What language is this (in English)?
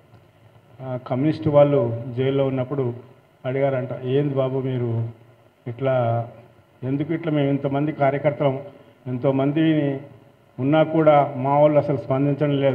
Telugu